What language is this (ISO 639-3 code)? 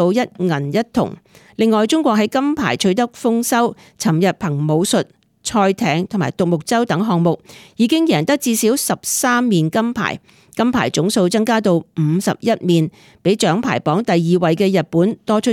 yue